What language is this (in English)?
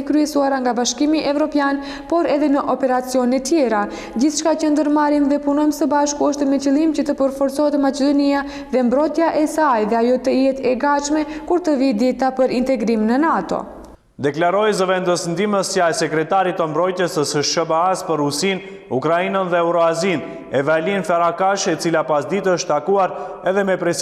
Albanian